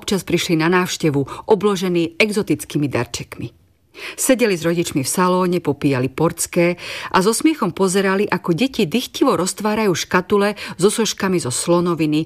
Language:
Slovak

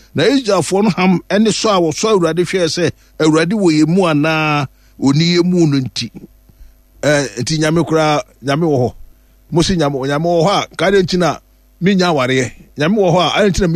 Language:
Akan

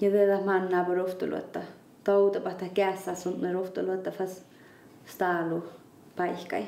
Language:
Northern Sami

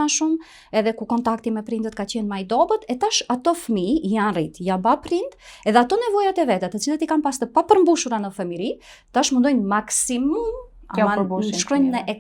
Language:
Albanian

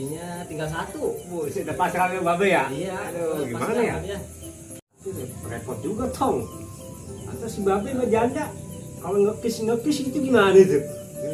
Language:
Betawi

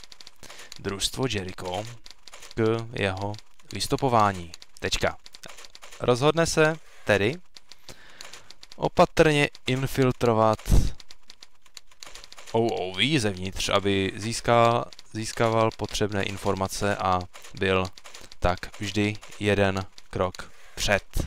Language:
Czech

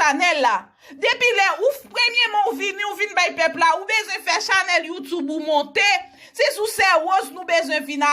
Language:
Haitian Creole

